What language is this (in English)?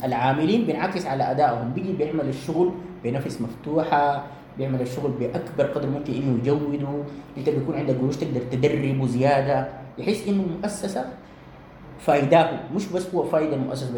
Sudanese Arabic